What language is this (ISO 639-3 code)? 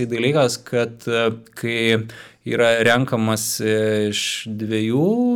lit